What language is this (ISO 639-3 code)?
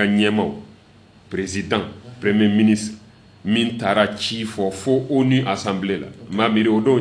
bam